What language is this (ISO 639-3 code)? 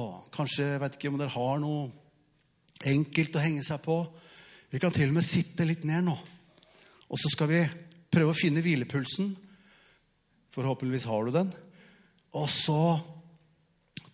nor